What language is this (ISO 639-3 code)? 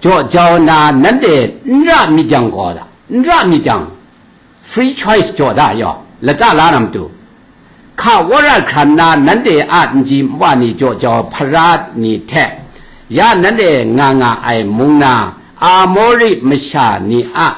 kac